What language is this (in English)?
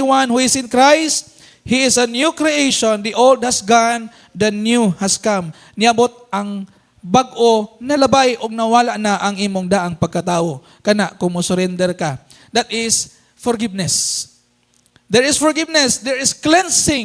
Cebuano